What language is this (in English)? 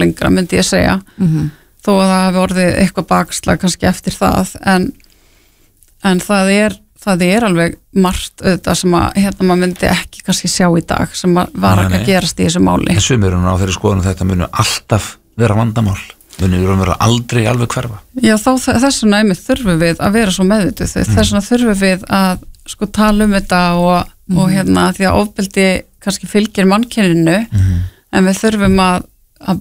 Icelandic